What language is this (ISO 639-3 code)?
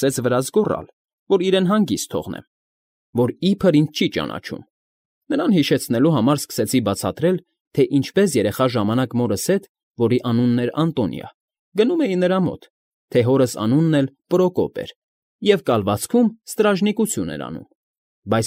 hye